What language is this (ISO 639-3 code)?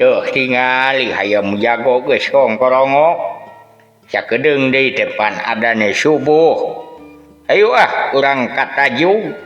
sun